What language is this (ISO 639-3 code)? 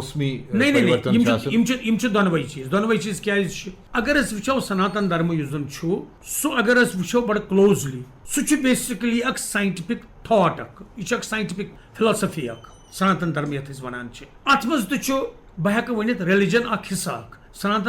kas